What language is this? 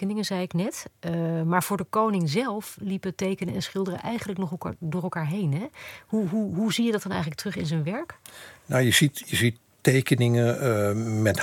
Dutch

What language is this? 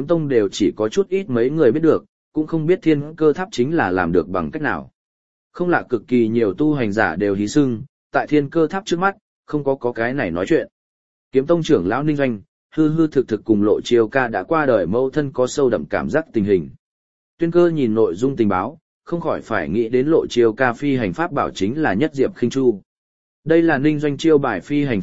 Vietnamese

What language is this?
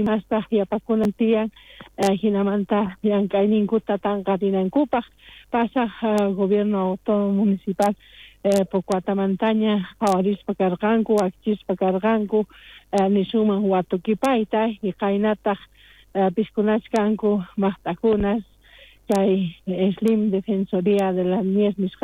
South Bolivian Quechua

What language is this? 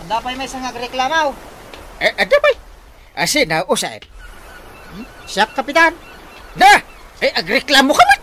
Iloko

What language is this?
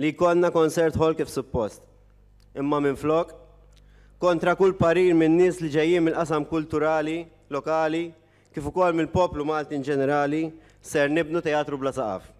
Maltese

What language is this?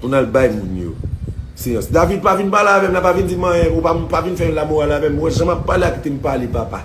Haitian Creole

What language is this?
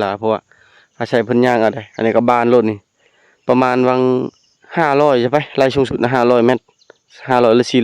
Lao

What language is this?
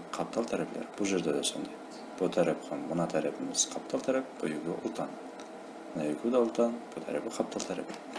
Kara-Kalpak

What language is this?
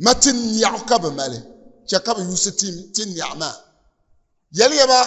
Dagbani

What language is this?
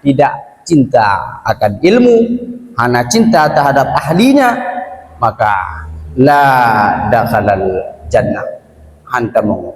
Achinese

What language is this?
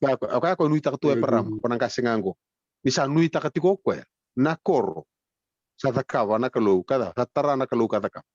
Fijian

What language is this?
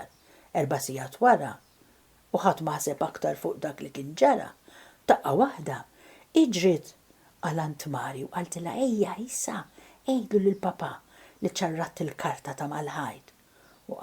Maltese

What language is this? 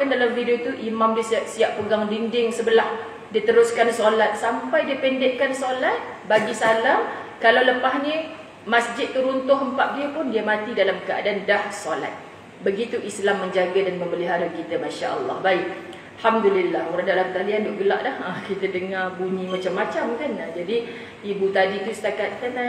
Malay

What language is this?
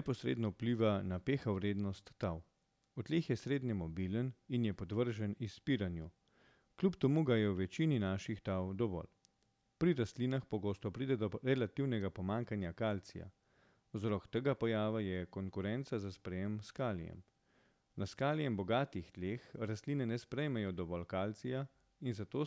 Slovenian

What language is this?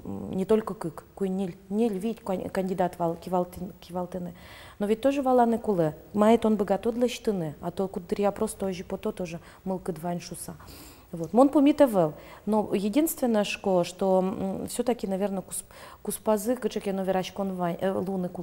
Udmurt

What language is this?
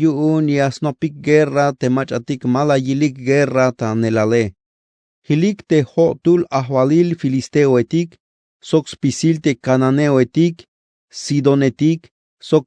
Tzeltal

